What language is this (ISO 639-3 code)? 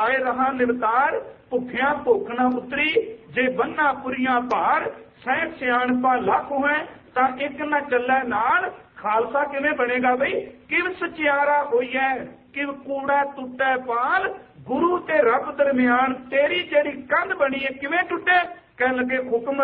pan